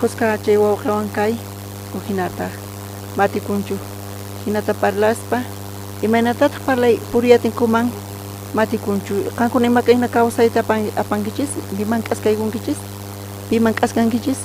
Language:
South Bolivian Quechua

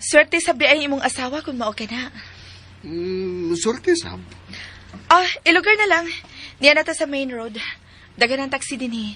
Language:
Cebuano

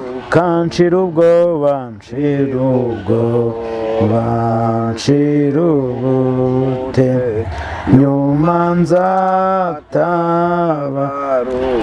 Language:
Kinyarwanda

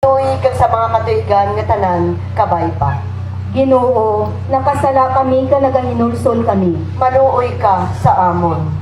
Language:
Hiligaynon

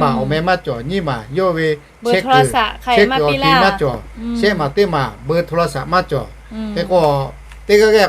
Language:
Lahu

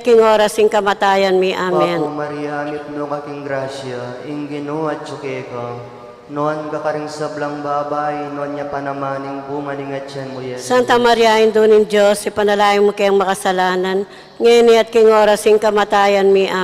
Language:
Pampanga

